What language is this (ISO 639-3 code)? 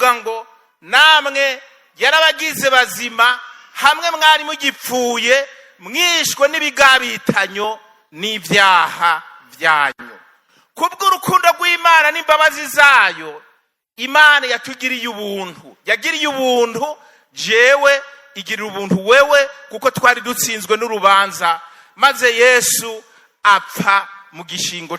run